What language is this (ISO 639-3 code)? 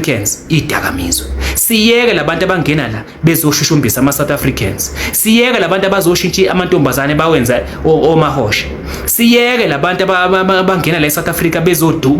zul